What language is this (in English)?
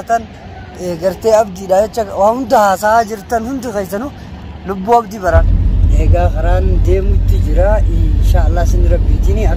Oromo